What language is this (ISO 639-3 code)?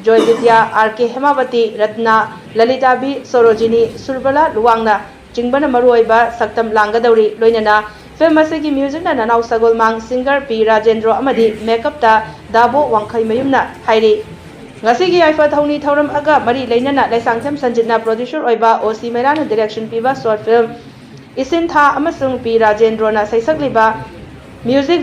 mni